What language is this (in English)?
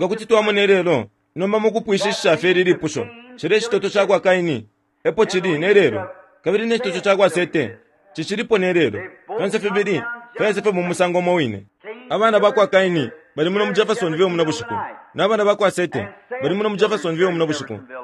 Bemba